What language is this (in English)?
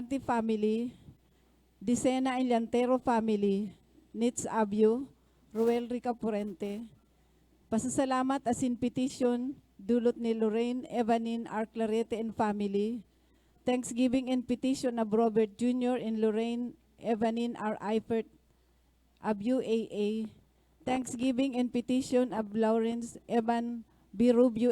Bikol